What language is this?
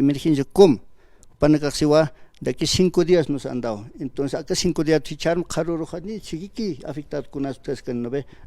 Aymara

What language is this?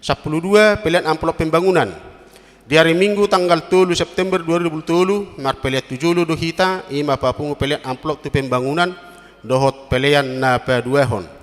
Batak Toba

